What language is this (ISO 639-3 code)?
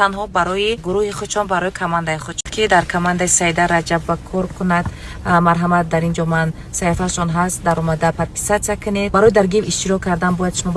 tgk